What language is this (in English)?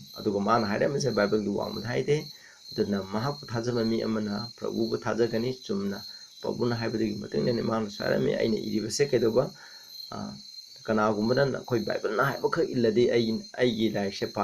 Manipuri